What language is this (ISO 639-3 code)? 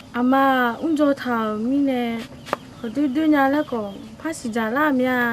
ahk